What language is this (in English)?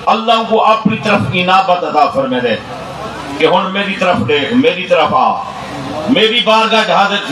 Saraiki